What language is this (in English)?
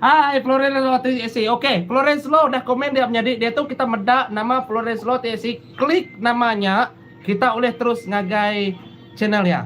Iban